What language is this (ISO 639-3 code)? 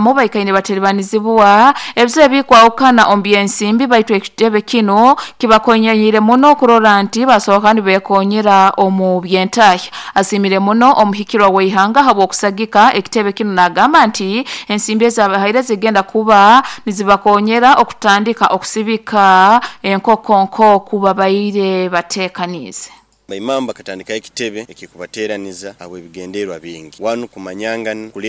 nyo